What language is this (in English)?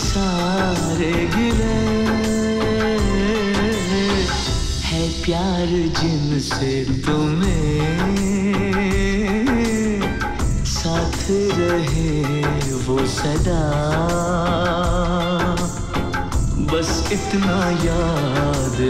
Hindi